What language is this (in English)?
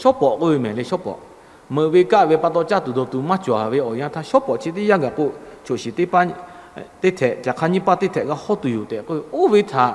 Lahu